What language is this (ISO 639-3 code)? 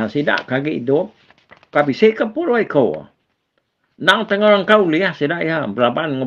iba